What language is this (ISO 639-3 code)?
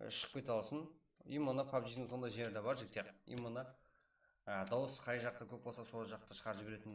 kaa